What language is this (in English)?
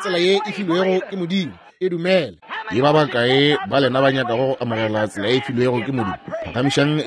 Northern Sotho